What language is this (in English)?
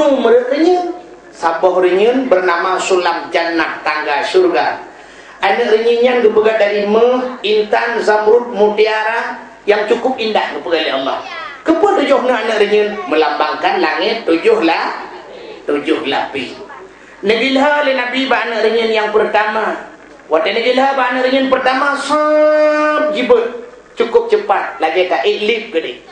Achinese